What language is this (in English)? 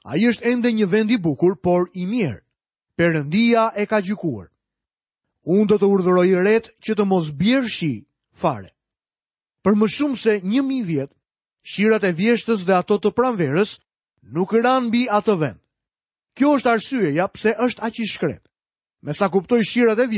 Albanian